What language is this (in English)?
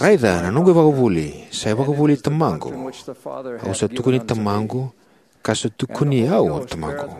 Fijian